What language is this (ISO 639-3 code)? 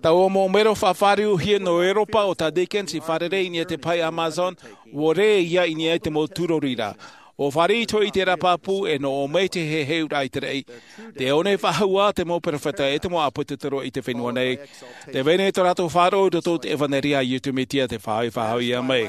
tah